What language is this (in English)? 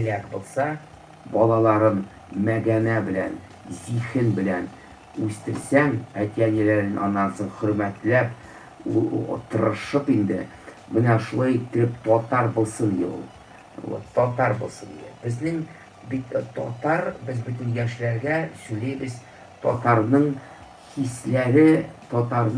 Tatar